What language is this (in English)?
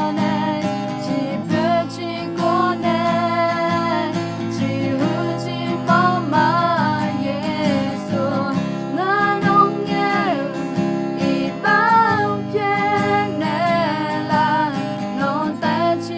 Akha